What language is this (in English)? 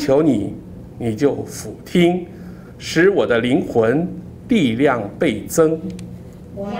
Chinese